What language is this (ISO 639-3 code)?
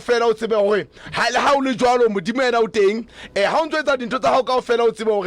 sot